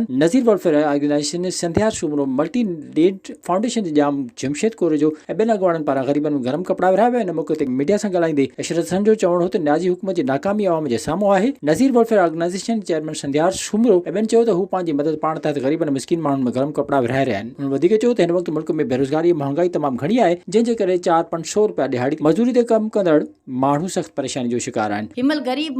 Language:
Sindhi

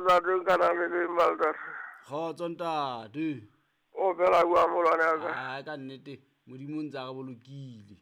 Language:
Southern Sotho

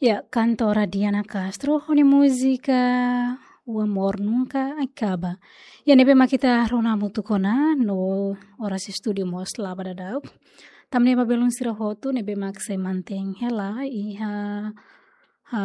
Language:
Tetum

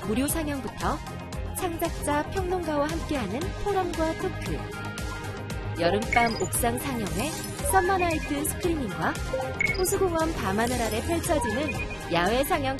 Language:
Korean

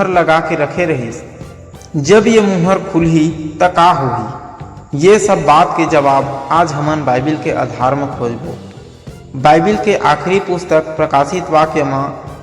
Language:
Chhattisgarhi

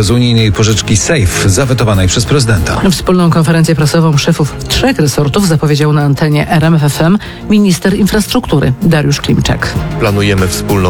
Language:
Polish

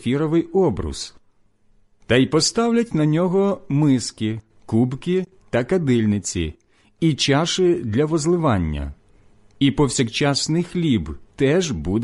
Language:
Ukrainian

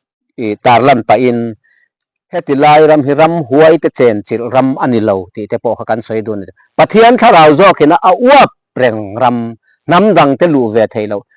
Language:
Mizo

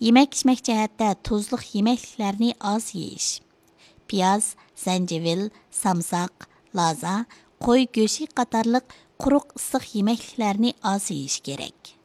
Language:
Uyghur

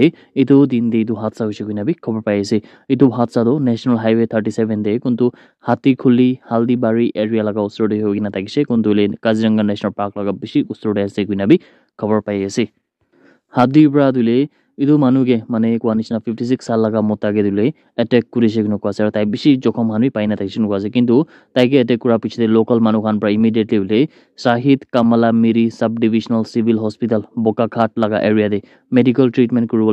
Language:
Naga Pidgin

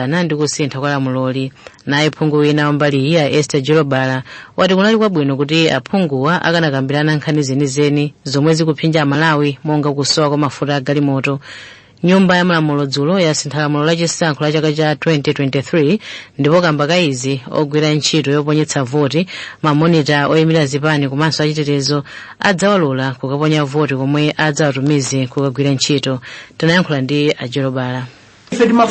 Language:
Nyanja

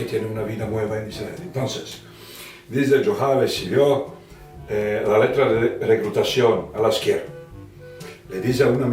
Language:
Ladino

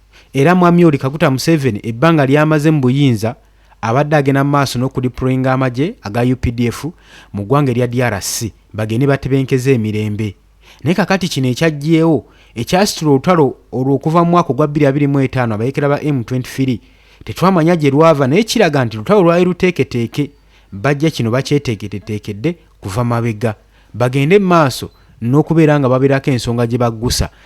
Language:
Ganda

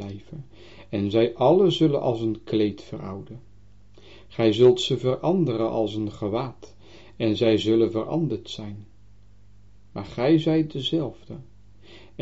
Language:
Dutch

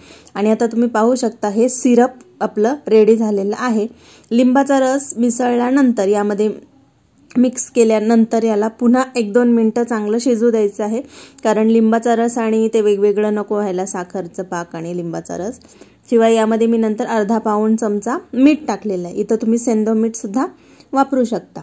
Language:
Marathi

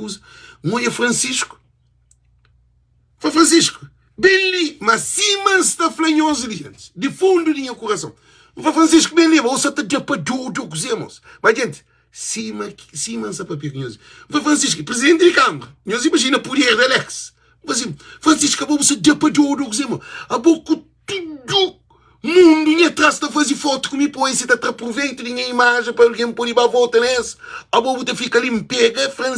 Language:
Kabuverdianu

